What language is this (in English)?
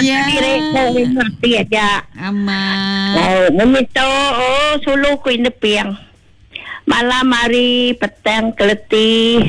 Iban